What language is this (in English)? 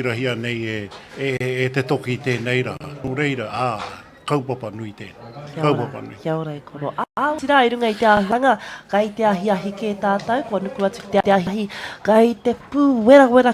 Māori